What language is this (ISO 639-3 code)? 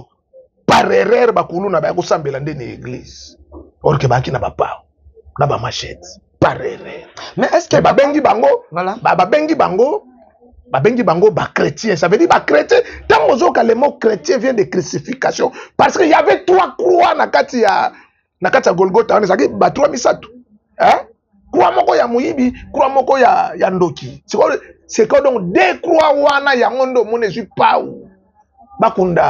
lin